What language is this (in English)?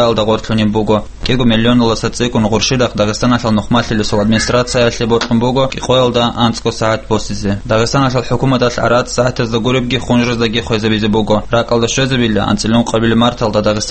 Avaric